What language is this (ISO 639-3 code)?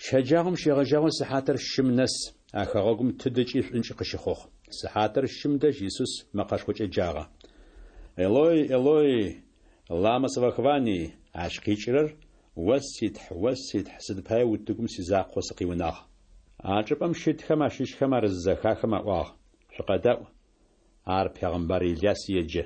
ady